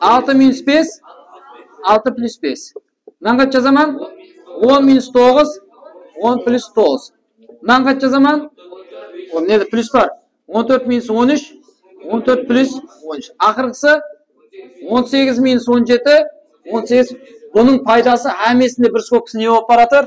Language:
Kara-Kalpak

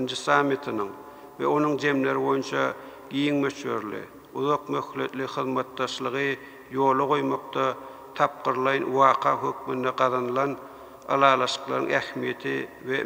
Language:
Turkmen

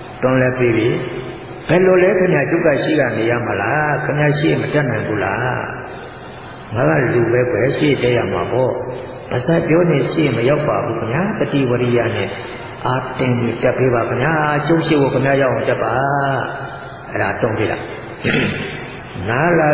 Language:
Burmese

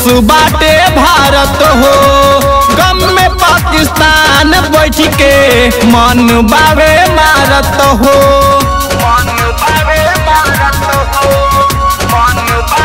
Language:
Bhojpuri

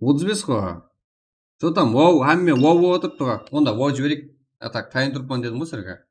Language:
Kara-Kalpak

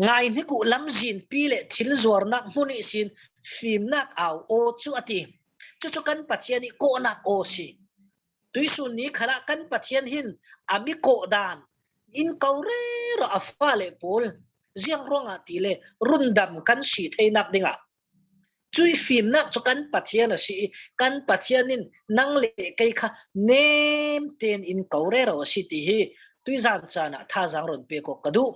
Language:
Falam Chin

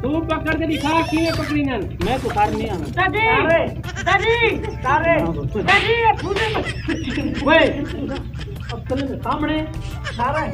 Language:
Saraiki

